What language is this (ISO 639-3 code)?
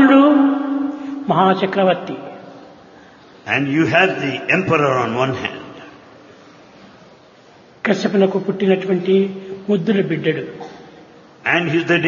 tel